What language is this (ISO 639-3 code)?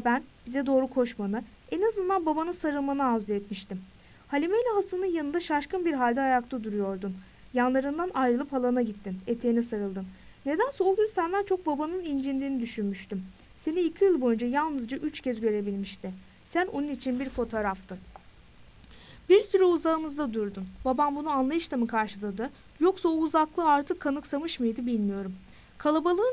tur